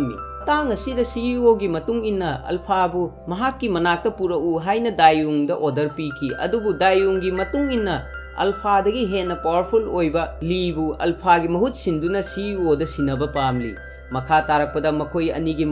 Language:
Manipuri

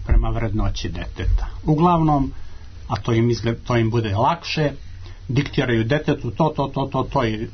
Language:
Serbian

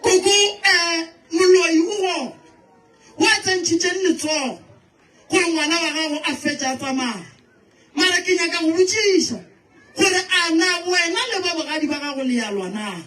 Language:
Northern Sotho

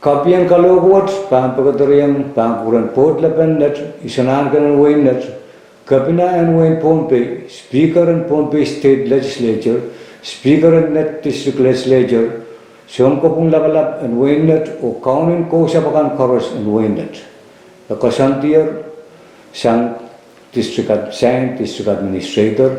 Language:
Pohnpeian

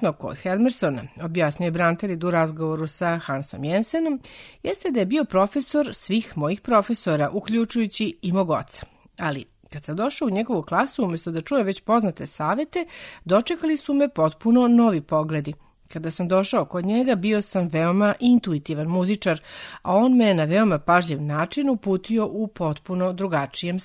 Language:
Serbian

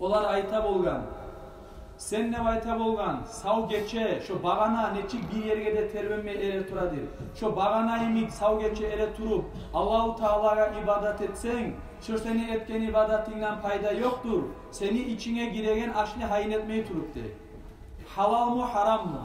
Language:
Kumyk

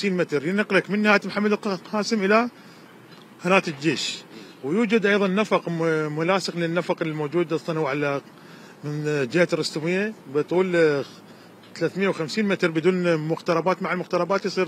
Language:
Mesopotamian Arabic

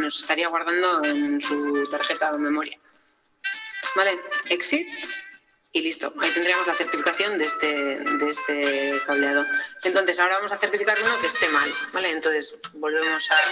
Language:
Spanish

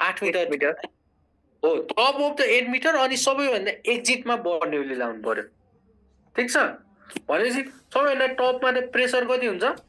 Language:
Nepali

